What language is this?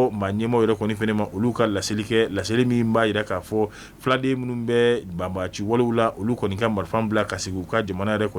Bambara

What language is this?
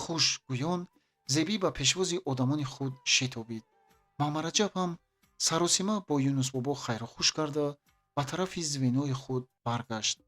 Tajik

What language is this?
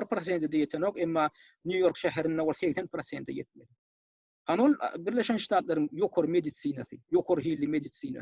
Turkmen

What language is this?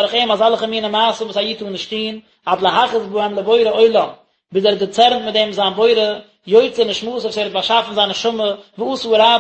Yiddish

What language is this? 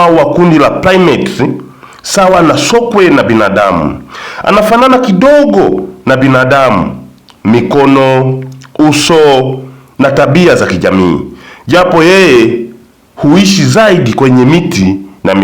Swahili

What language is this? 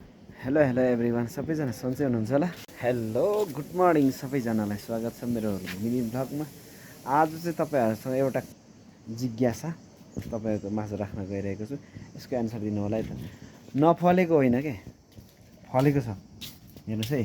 Nepali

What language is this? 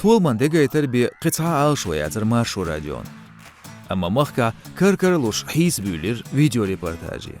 Chechen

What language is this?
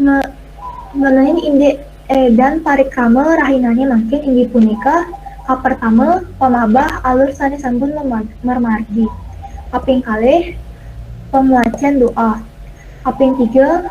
Balinese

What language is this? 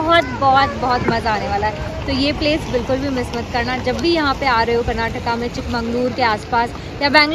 Hindi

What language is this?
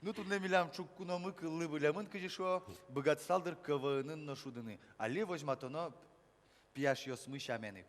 Udmurt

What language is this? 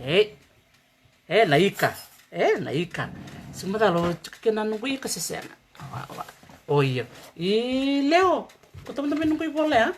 Fijian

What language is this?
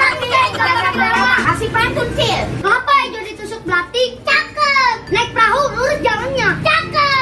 Betawi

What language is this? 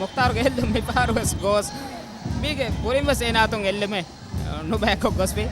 Divehi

